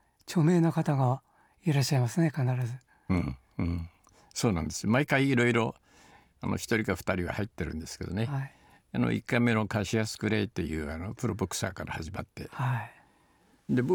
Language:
Japanese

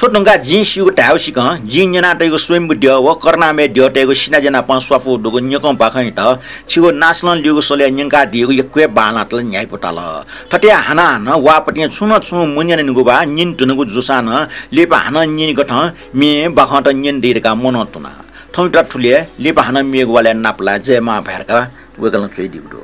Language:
Newari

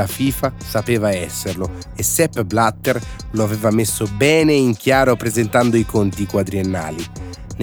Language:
Italian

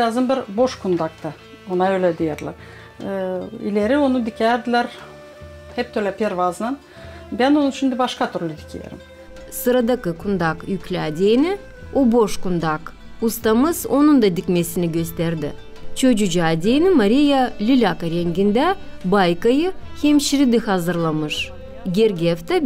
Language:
Gagauz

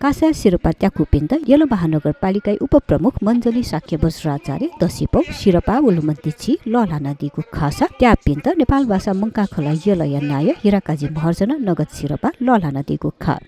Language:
Newari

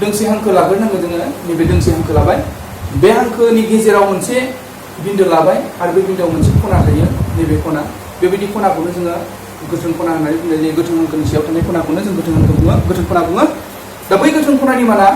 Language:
Bodo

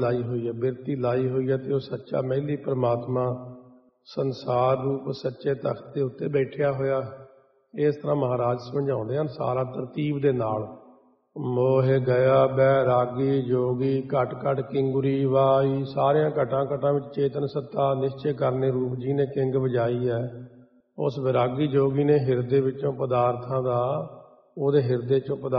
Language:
Punjabi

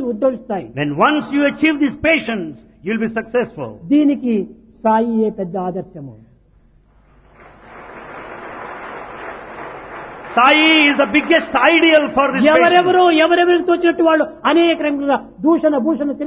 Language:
Telugu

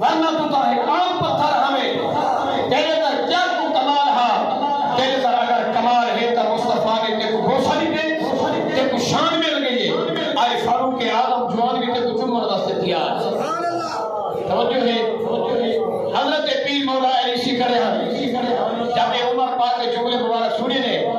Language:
Saraiki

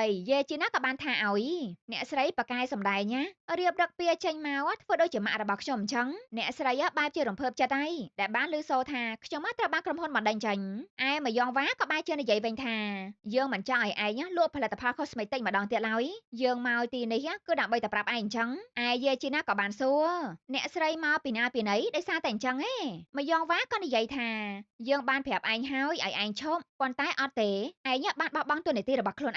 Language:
Khmer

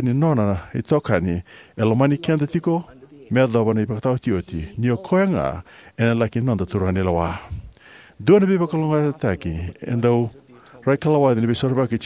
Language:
Fijian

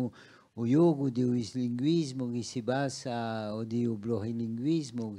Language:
Corsican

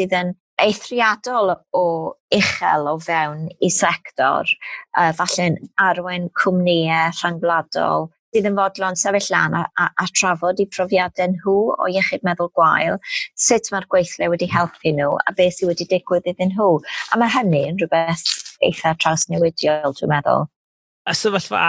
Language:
Welsh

